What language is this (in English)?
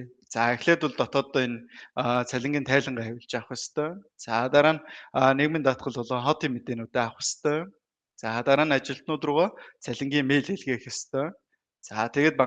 Mongolian